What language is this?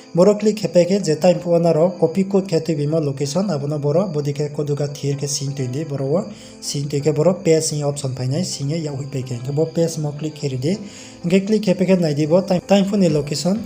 Riang (India)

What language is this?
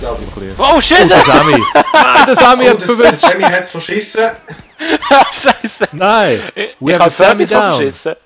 Swiss German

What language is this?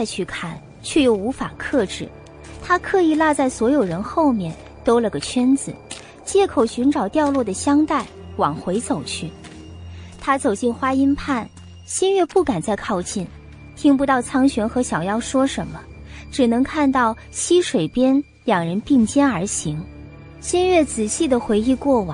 Chinese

